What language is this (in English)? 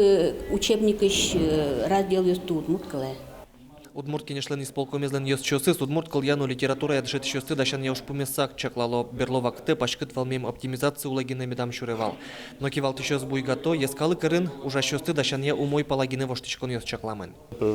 Udmurt